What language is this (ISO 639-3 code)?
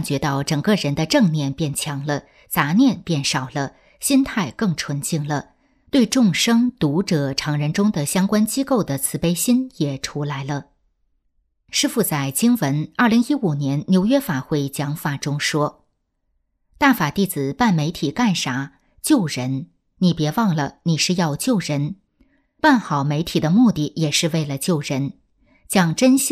zho